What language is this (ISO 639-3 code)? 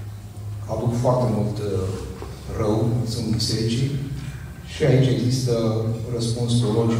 ron